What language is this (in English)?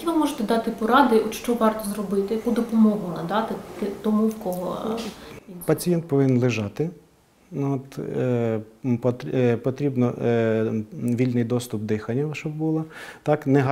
Ukrainian